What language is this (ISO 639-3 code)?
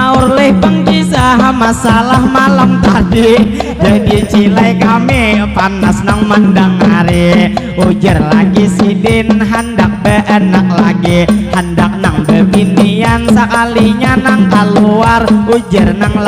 bjn